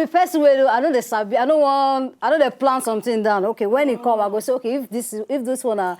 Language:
Nigerian Pidgin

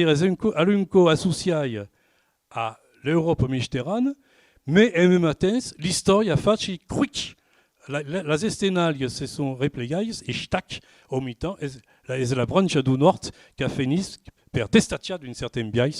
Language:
Occitan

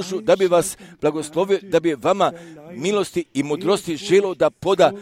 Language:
Croatian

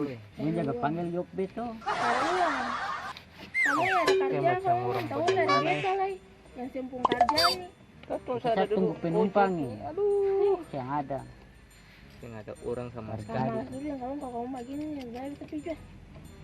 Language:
Ambonese Malay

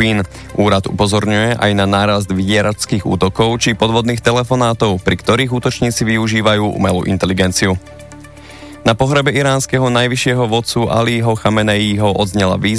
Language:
Slovak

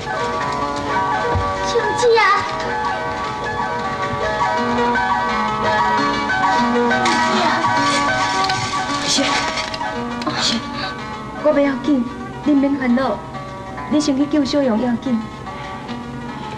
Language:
Min Nan Chinese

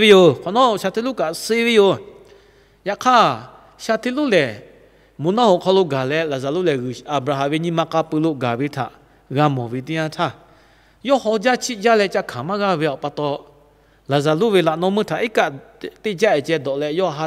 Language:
Lahu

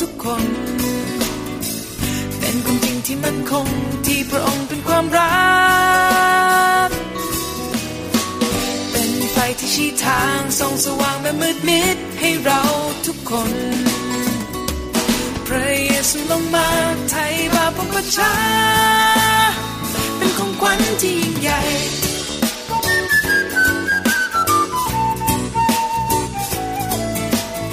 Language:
Thai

